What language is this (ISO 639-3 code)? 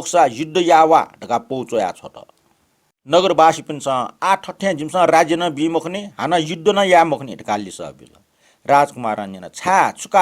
new